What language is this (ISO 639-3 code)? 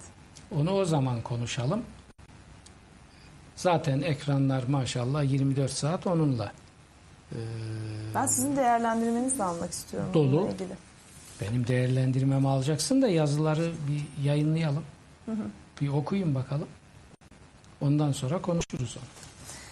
tur